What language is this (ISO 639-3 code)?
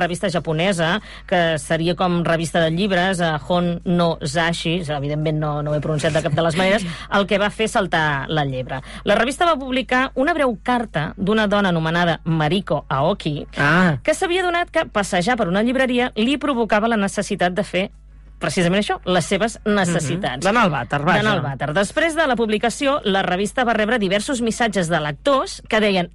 cat